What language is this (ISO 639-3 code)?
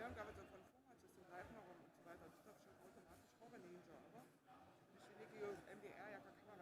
hsb